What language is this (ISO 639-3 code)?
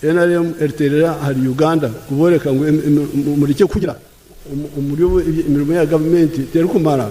nyn